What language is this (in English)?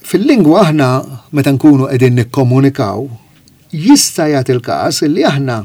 Maltese